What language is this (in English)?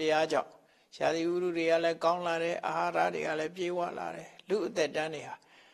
Burmese